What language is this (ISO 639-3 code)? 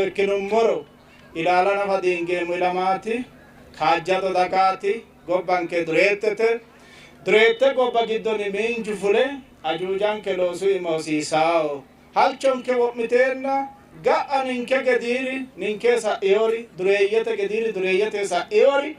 sid